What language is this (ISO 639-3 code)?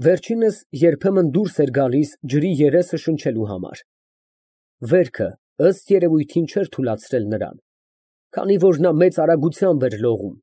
hye